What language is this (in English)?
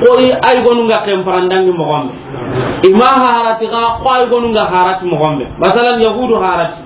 Soninke